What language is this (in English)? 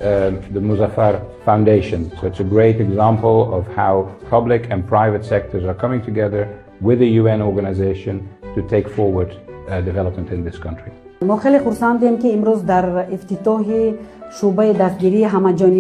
Tajik